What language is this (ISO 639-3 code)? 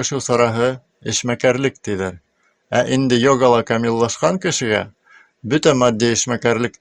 bak